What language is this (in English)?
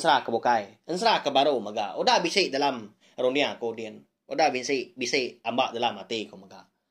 Iban